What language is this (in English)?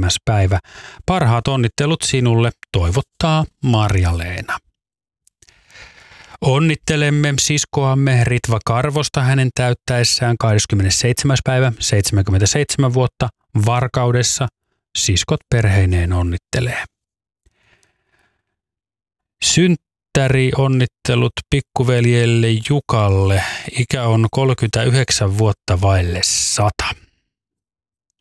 Finnish